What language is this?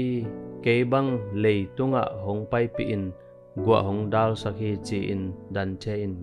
Tedim Chin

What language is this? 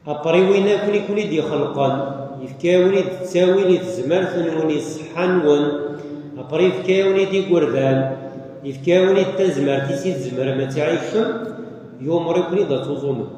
Kabyle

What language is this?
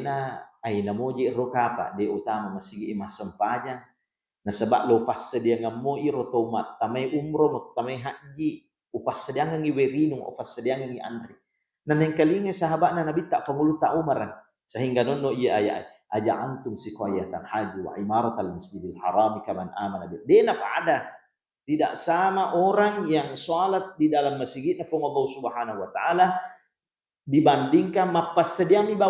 Buginese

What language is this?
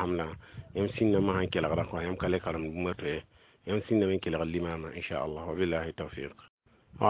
Mossi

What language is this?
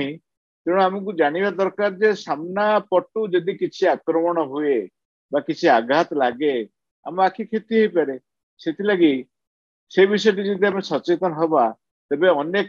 Odia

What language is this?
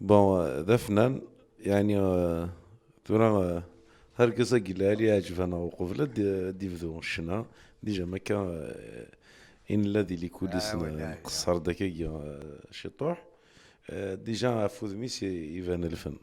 Kabyle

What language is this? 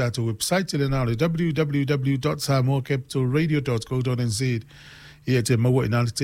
Samoan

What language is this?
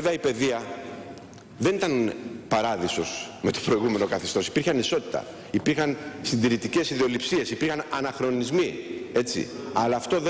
Greek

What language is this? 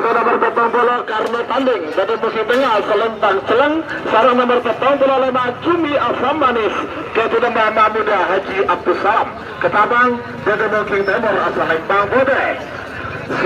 Madurese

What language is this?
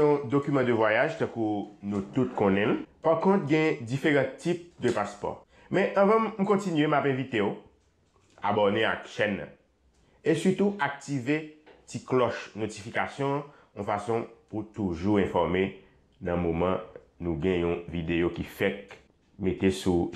Haitian Creole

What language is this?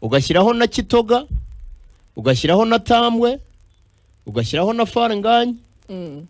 Kinyarwanda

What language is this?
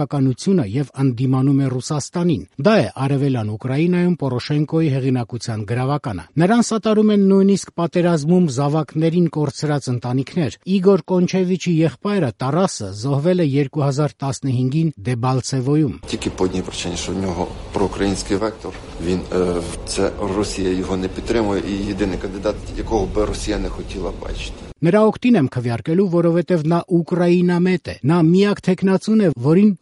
Armenian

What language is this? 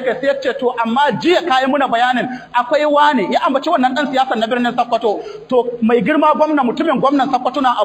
Hausa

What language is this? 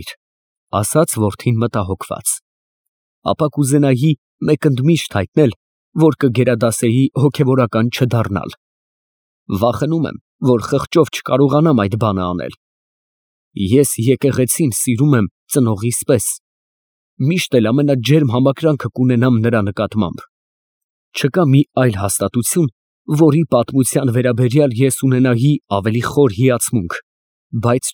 Armenian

